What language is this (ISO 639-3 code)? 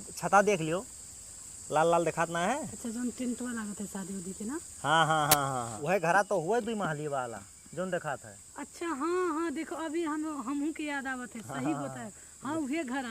awa